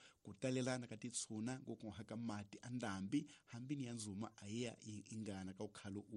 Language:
Tsonga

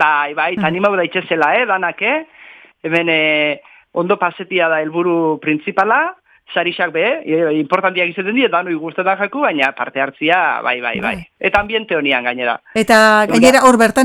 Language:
Basque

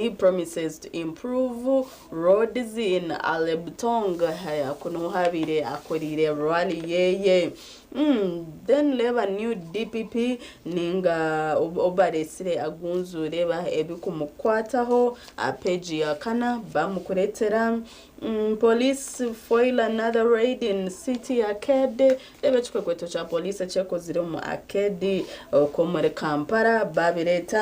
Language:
Nyankole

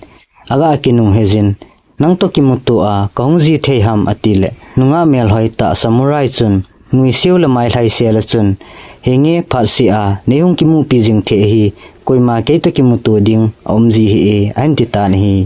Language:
Thado Chin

